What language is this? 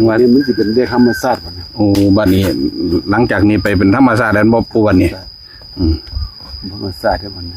Northeastern Thai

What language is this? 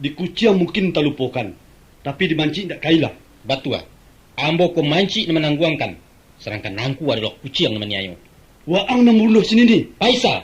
Minangkabau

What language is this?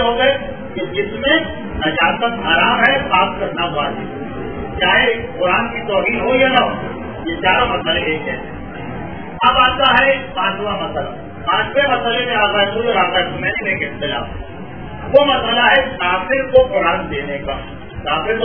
Urdu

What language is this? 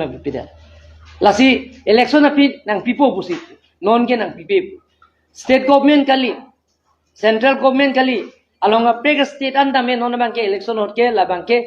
Karbi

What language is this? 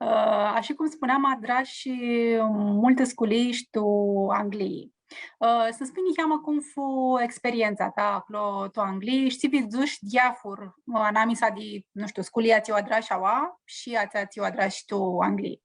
Aromanian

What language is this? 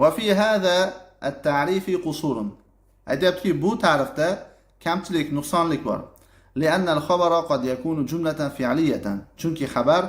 Uzbek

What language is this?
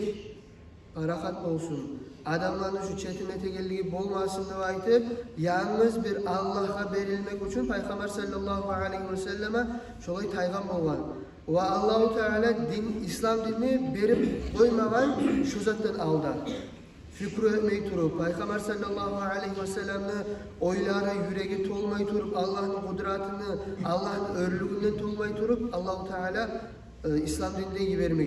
Kumyk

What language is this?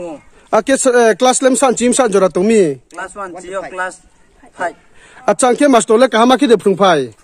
Riang (India)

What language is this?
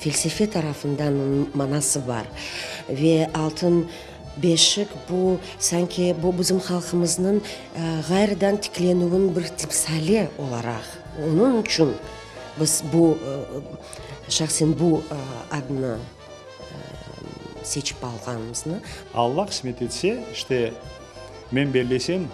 Crimean Tatar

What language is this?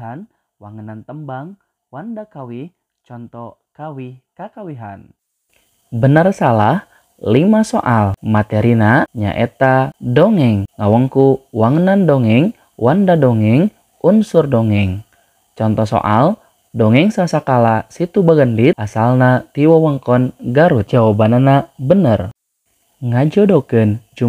Sundanese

